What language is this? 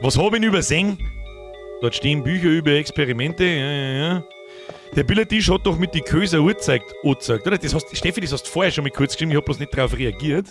Bavarian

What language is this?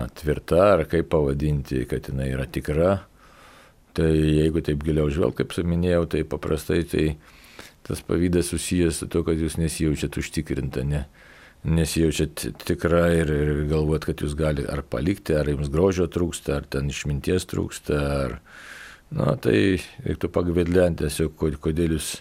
Lithuanian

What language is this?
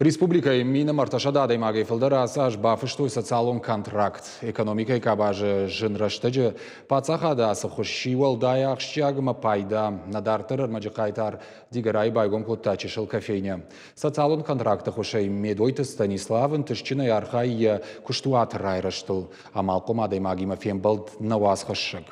Ossetic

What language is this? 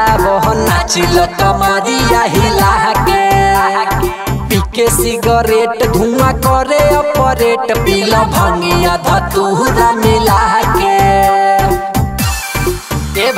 Bhojpuri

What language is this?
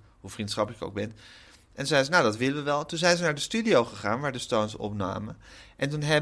Dutch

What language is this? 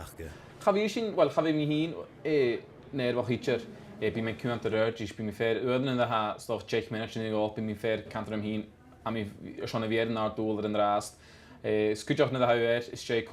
Scottish Gaelic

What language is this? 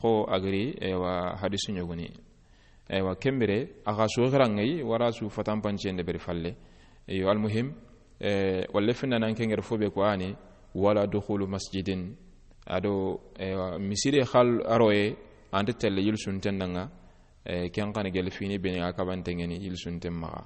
Soninke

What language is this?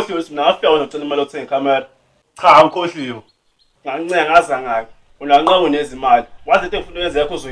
Zulu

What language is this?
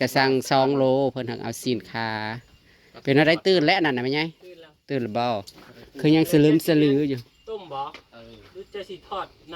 Northeastern Thai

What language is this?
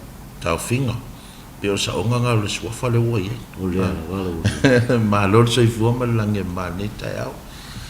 Samoan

